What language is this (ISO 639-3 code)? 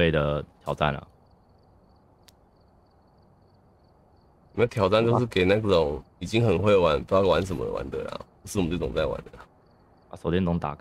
zho